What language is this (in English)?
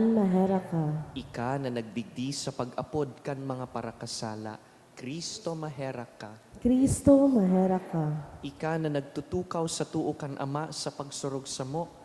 Bikol